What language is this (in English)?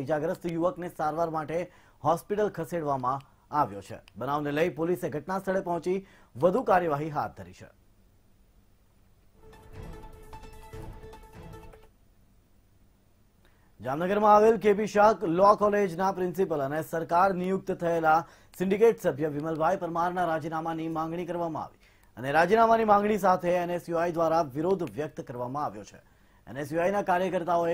Gujarati